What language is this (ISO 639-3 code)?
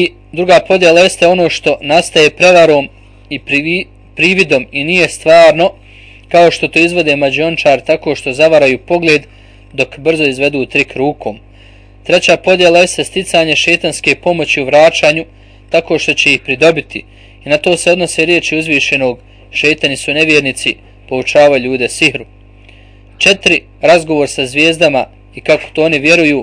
bos